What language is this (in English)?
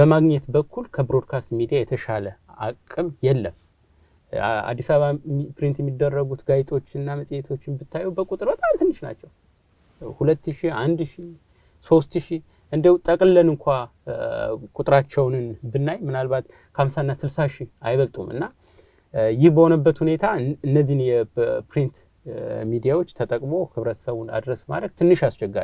Amharic